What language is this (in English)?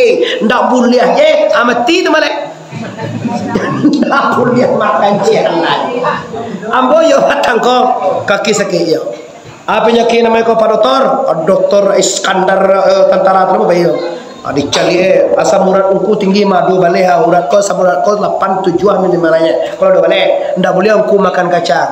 Minangkabau